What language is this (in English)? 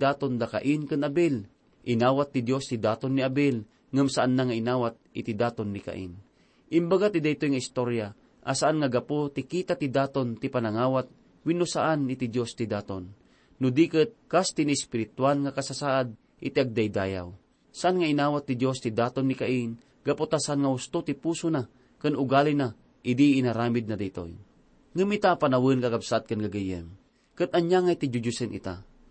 Iloko